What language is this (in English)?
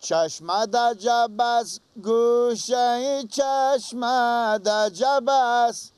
Persian